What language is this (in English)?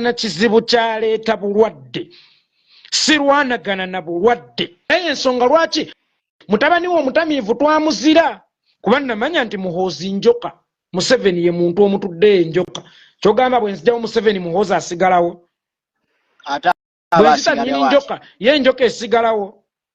Ganda